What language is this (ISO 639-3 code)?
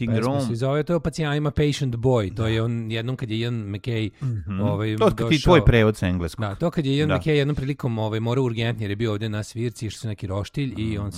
srp